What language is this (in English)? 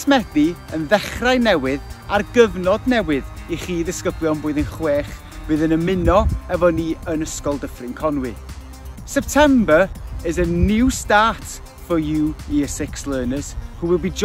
Welsh